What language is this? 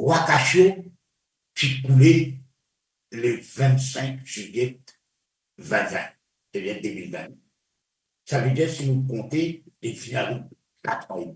Morisyen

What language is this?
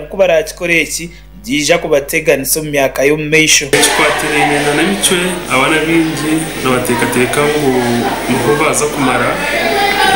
Nyankole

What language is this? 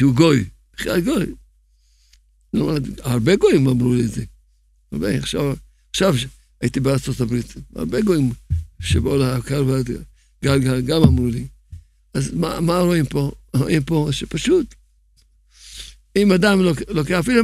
Hebrew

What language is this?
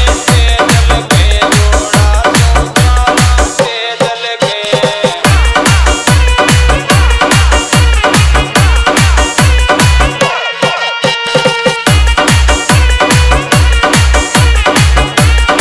Rajasthani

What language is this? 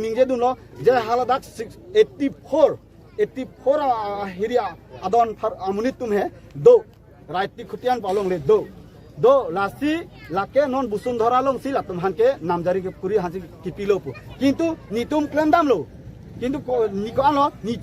Karbi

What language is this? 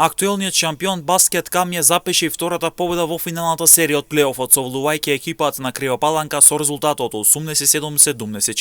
Macedonian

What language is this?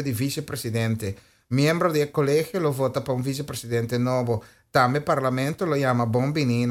Papiamento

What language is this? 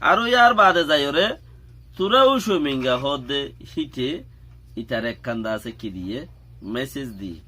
Rohingya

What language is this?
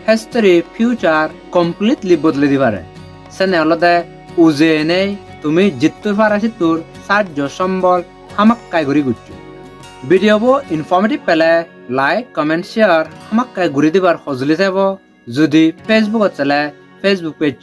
Chakma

